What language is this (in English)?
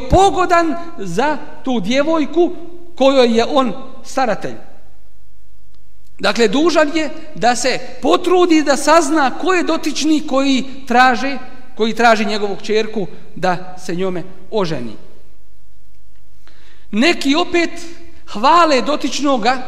Bosnian